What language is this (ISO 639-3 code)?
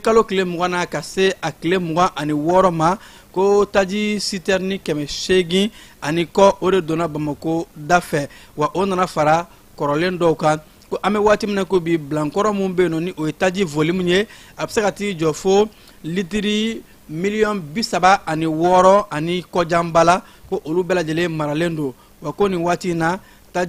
bam